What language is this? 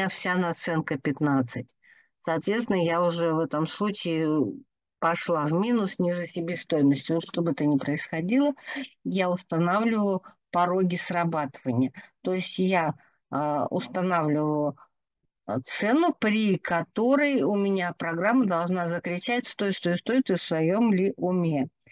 Russian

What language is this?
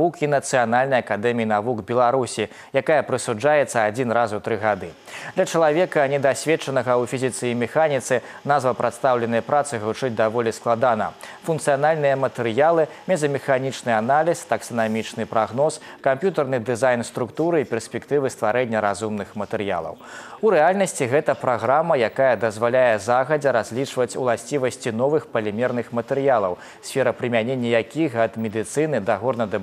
Belarusian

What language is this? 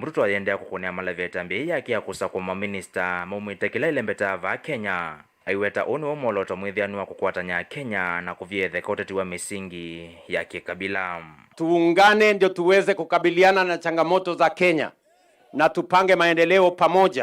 Kamba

